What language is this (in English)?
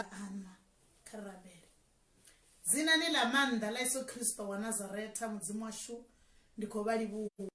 Venda